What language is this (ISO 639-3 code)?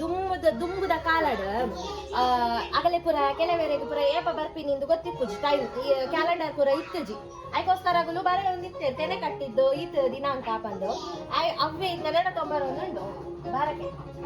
tcy